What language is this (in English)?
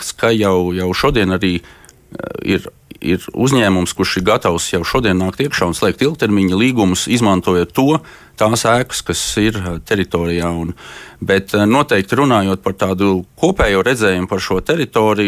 Latvian